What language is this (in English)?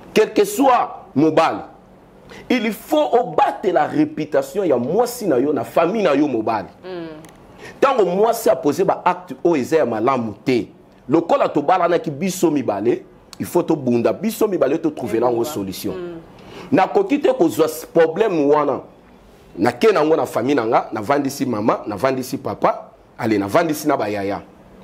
Lingala